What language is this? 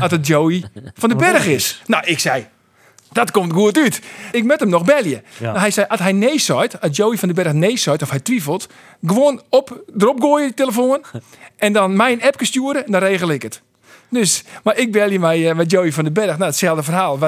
Western Frisian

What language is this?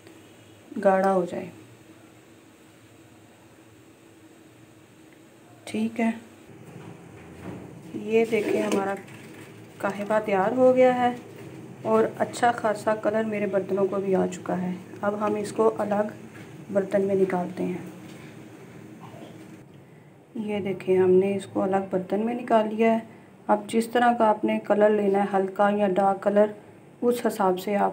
Hindi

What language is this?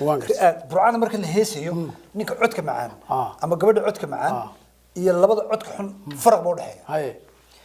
Somali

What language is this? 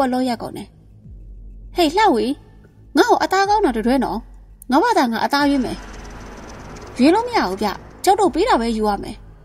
Burmese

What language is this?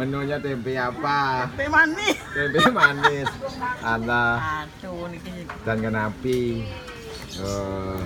Balinese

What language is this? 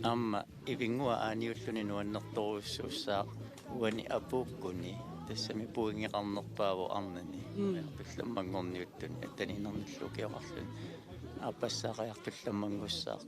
Kalaallisut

